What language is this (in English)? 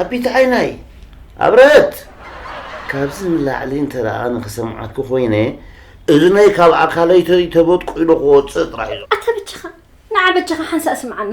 Tigrinya